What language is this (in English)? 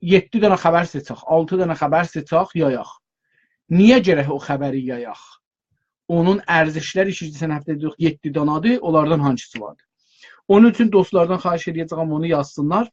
South Azerbaijani